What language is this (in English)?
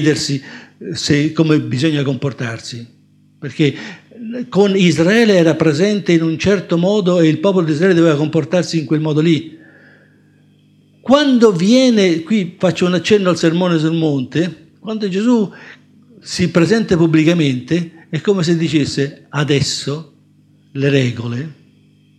Italian